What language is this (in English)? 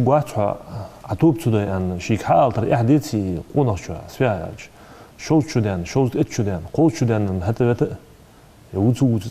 Ingush